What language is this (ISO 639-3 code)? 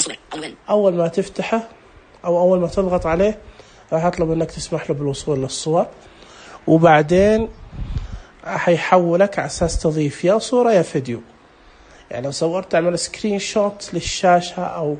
ars